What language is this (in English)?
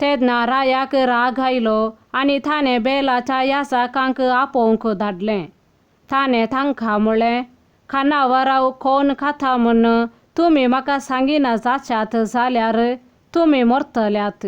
Konkani